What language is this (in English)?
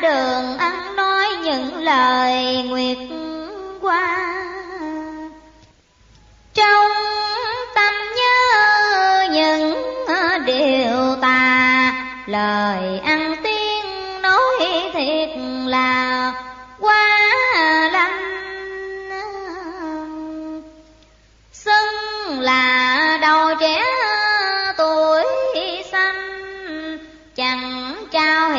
Vietnamese